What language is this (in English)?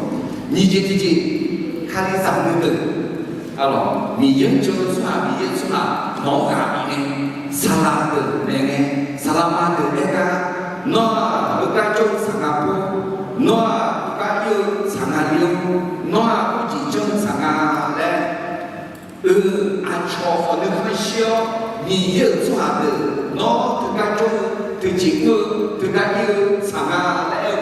Akha